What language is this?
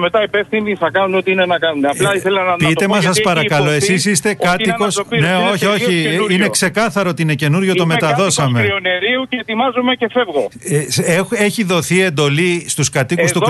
Greek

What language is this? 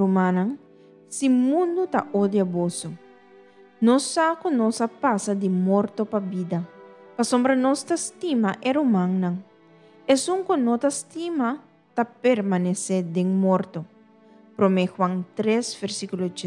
Papiamento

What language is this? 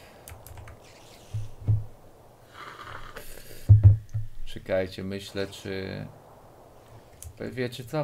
Polish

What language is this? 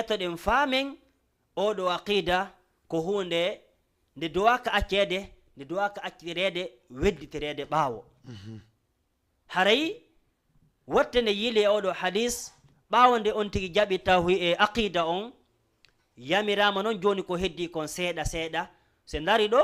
Fula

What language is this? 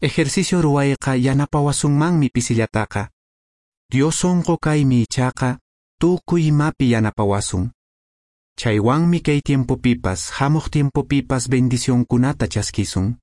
Quechua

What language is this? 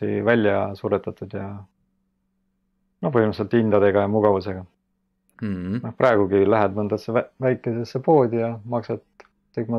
Estonian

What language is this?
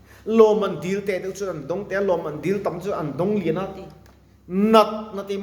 Mizo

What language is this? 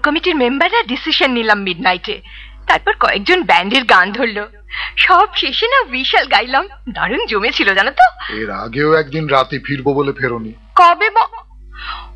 Bangla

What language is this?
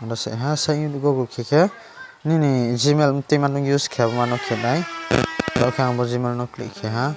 Riang (India)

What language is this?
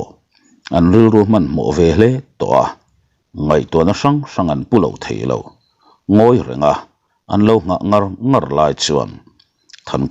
Mizo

